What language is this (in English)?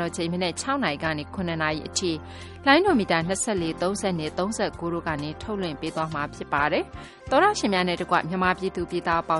Burmese